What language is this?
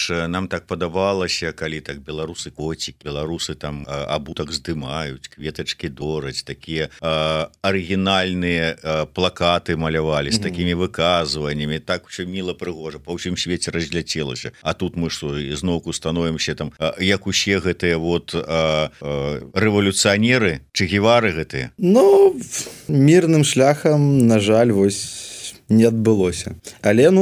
Belarusian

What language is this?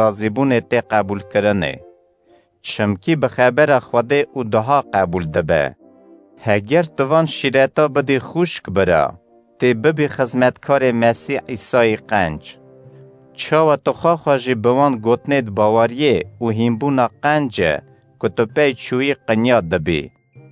Kurdish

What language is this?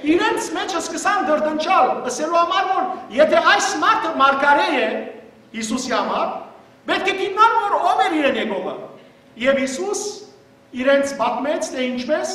Western Armenian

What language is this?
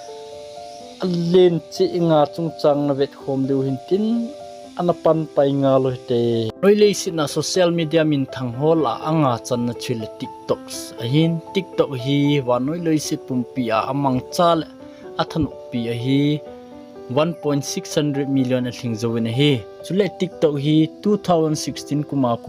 Thado Chin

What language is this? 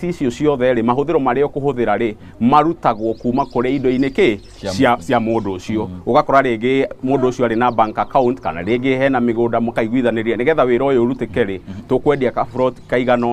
Kikuyu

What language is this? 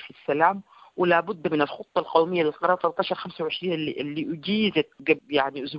Sudanese Arabic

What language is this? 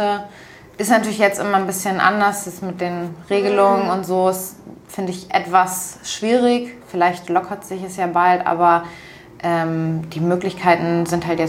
German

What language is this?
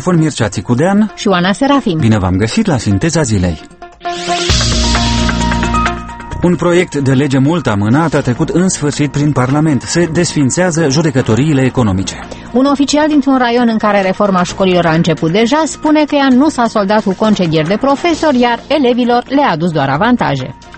Romanian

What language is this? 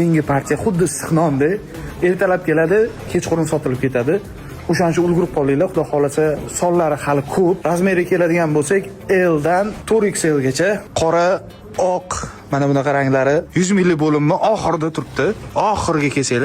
Uzbek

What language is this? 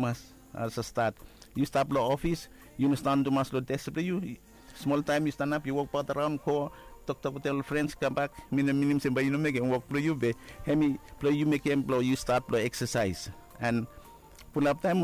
Bislama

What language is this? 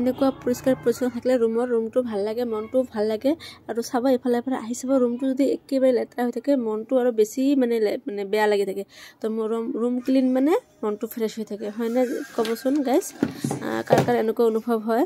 Assamese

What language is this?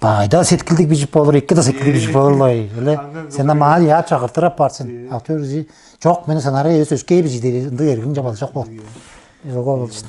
Tuvinian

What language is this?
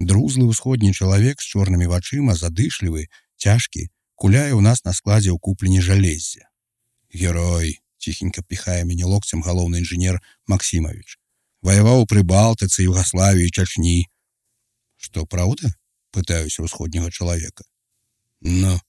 Belarusian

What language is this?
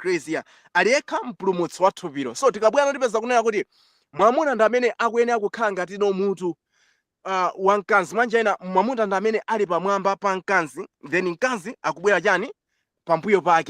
Nyanja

